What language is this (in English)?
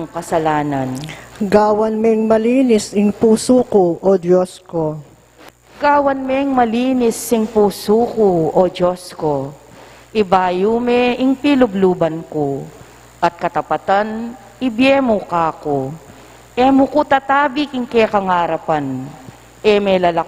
Pampanga